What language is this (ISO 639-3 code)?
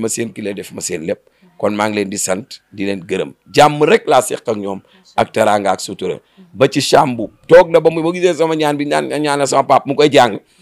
wol